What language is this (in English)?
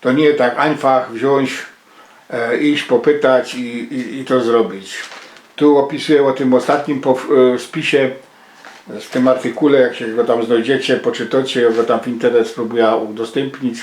Silesian